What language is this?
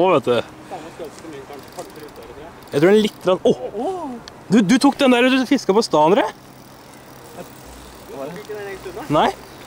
Norwegian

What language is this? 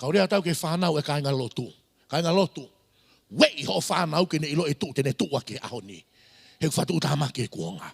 Tongan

